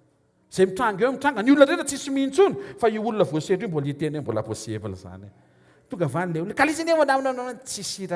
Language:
Malagasy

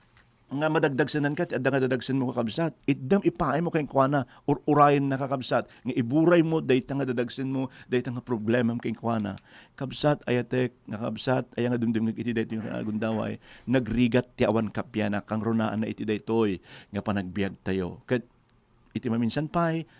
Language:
Iloko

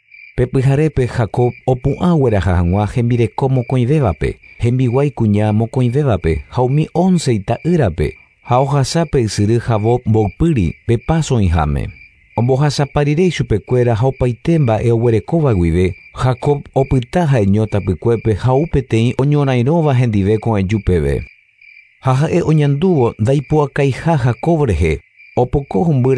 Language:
Guarani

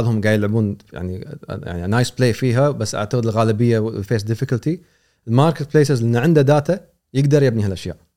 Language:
Gulf Arabic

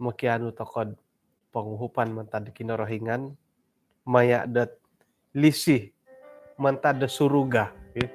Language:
Central Dusun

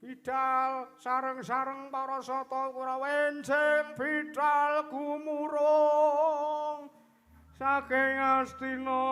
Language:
Javanese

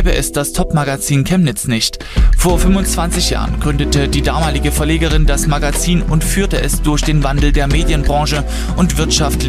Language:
German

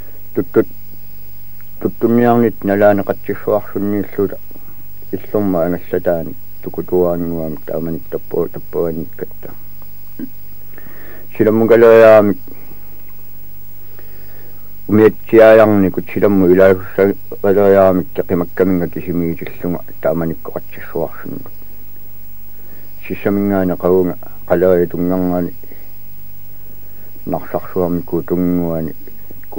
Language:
Kalaallisut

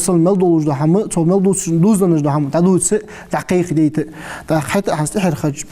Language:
Ingush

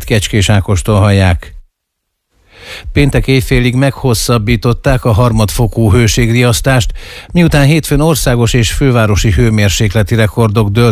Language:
Hungarian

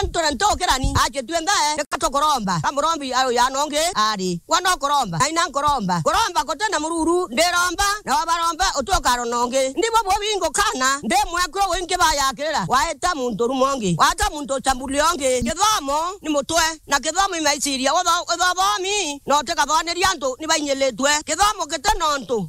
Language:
Meru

